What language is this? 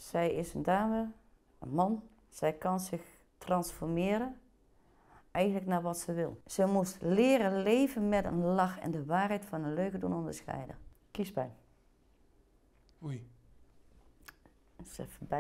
Dutch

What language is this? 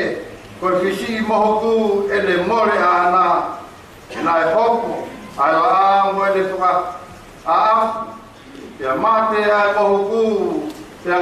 Tongan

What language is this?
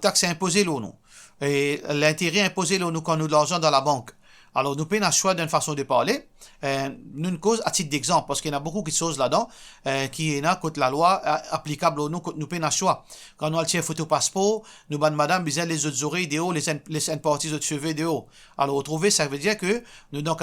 Morisyen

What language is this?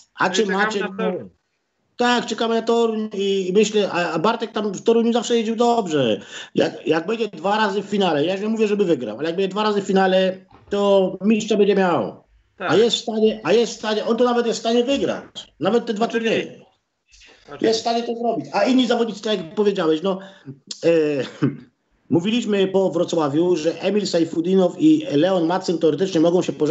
Polish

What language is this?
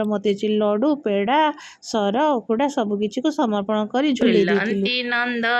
Odia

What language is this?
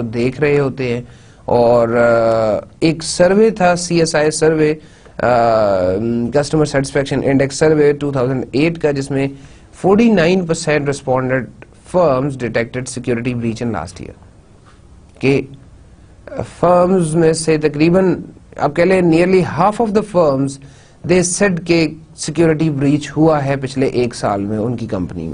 Urdu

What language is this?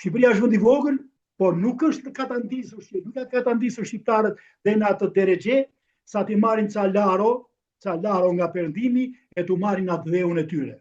Albanian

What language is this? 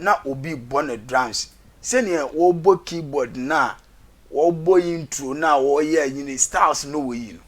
Akan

